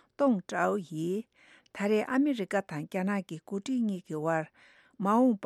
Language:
Tibetan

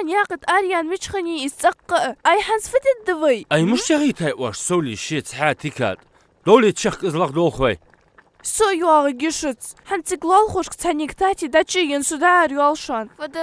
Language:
Ingush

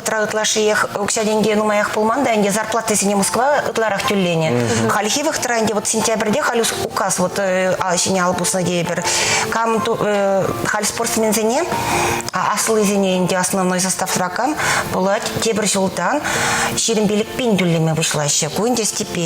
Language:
Chuvash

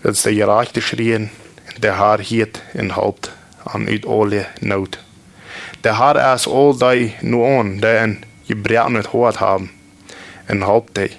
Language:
Plautdietsch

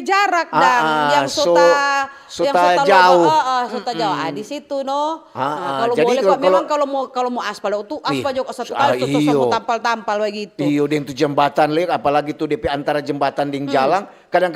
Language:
Manado Malay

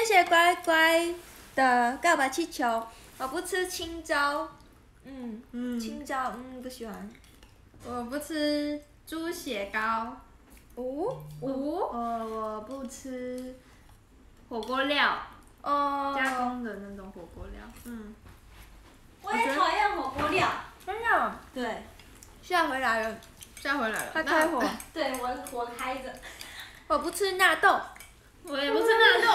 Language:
Chinese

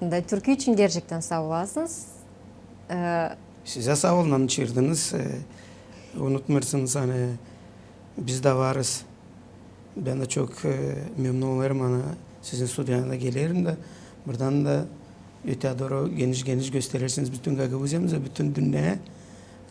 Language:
Gagauz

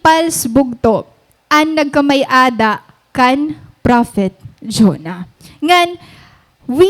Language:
Waray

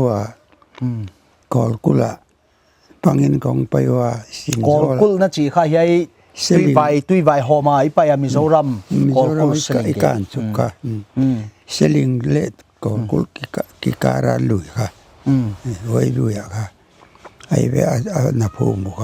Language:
Paite Chin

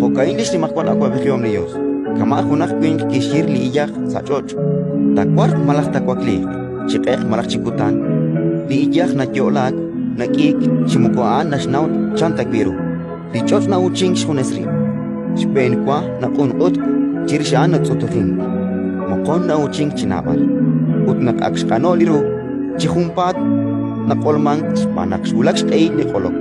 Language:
Kekchí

